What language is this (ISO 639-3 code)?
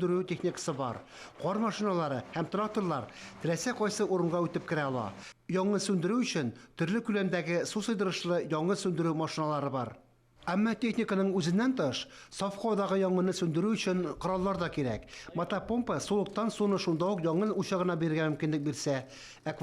tat